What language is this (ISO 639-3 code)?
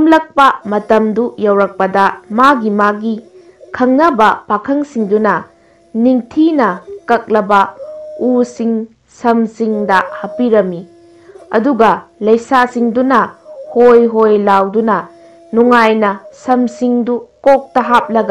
mni